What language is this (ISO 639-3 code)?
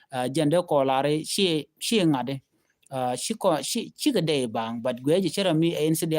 nus